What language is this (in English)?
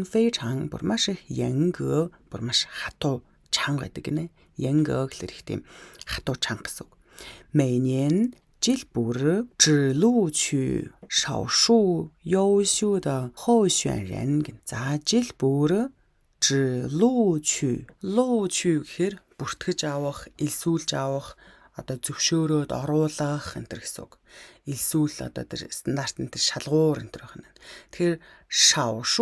Mongolian